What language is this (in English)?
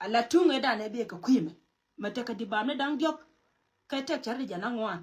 Nuer